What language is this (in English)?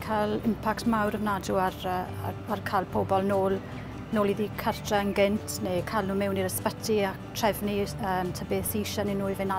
Welsh